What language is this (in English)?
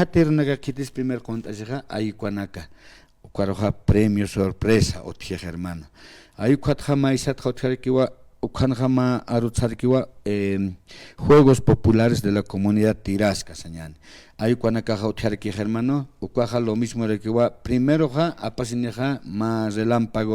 Aymara